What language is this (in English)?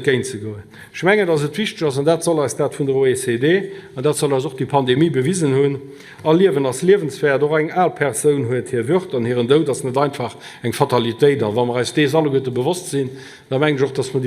Luxembourgish